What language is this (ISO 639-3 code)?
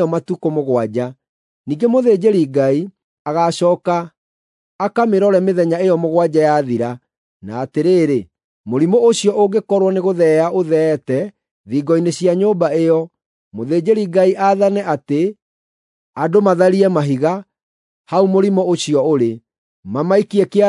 kik